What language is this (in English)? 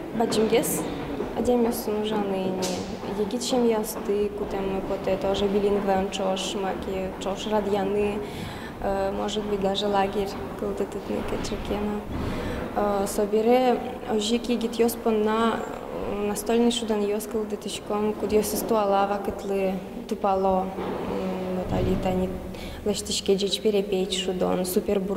Udmurt